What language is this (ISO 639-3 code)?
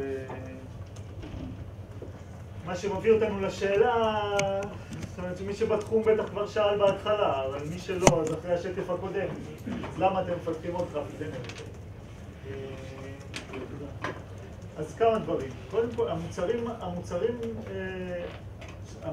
heb